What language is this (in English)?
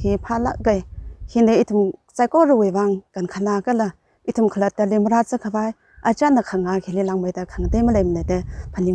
Tangkhul Naga (India)